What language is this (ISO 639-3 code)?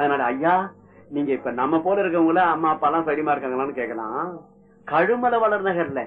tam